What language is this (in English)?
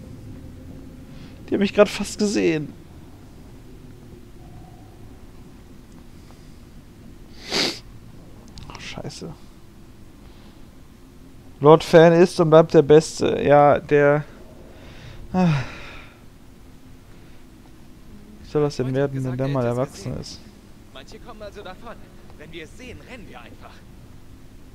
German